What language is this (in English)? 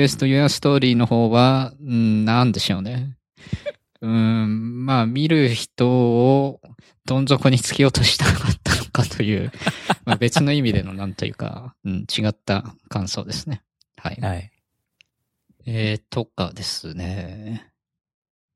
Japanese